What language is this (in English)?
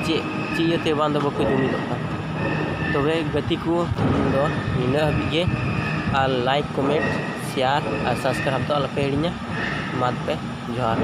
Santali